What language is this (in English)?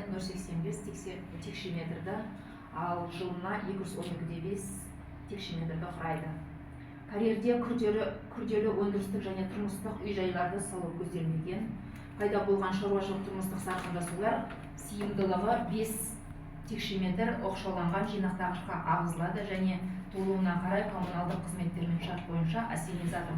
Kazakh